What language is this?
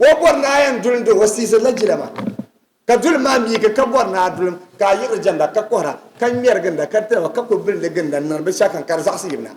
Dagbani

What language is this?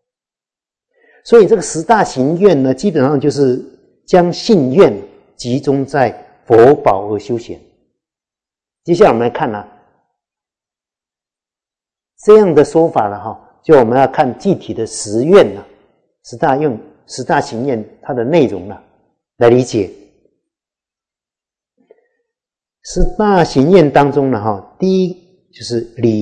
Chinese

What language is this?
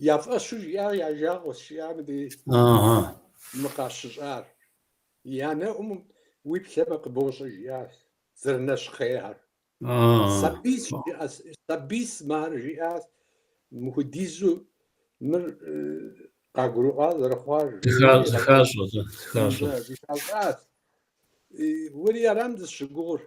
Kabardian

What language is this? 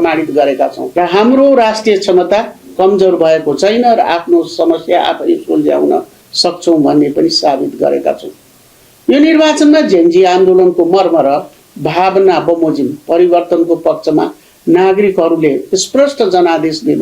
Nepali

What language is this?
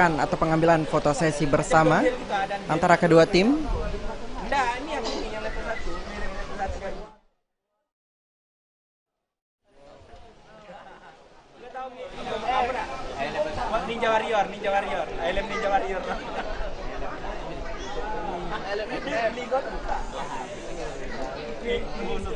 Indonesian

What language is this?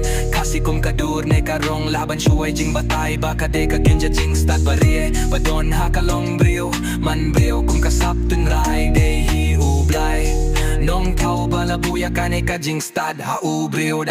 Khasi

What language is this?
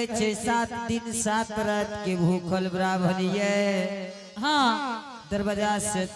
Angika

